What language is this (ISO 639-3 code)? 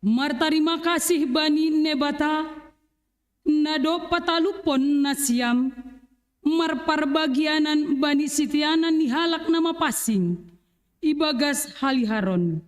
bts